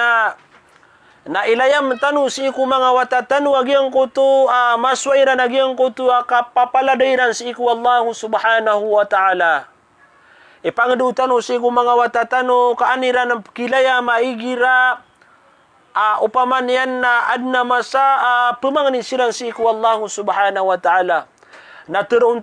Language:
Maranao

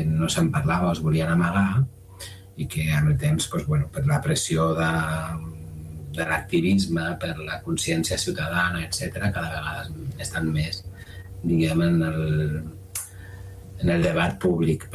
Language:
Catalan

